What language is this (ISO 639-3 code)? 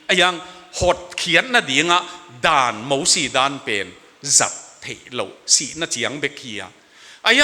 ctd